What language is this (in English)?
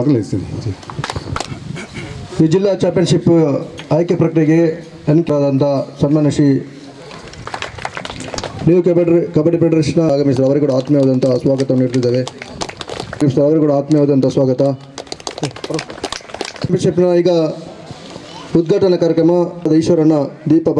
Kannada